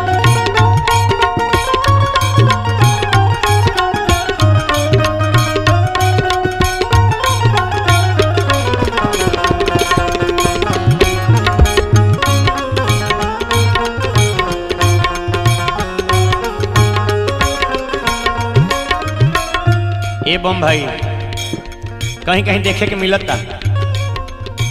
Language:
Bhojpuri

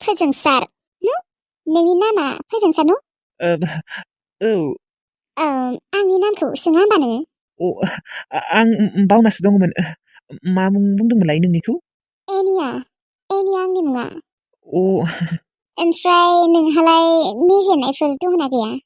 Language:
Bodo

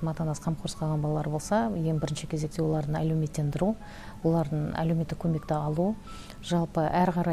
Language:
Kazakh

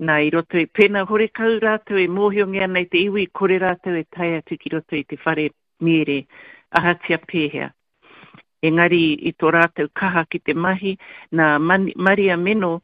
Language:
Māori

